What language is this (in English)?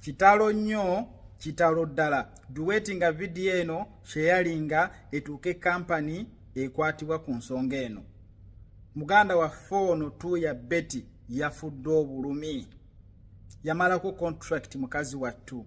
Ganda